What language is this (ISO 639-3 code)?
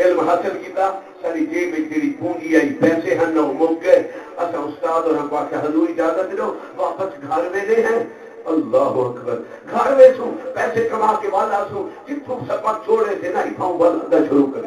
skr